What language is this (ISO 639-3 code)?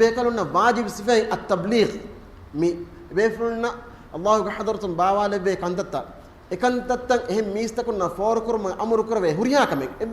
div